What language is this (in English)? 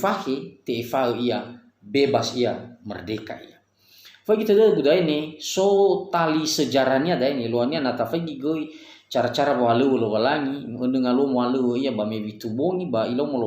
Nias